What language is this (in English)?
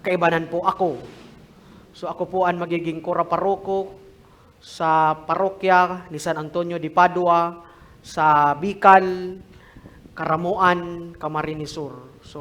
Bikol